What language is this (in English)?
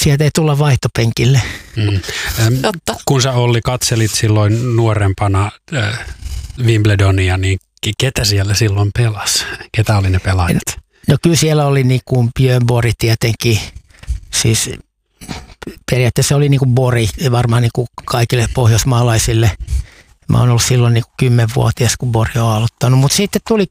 Finnish